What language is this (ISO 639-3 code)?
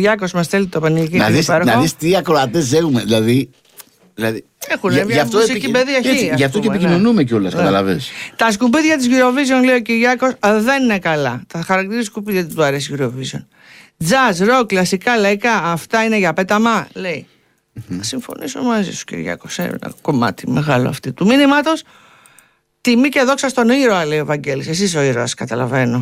ell